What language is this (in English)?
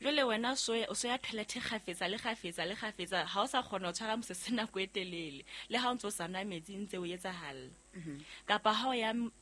Southern Sotho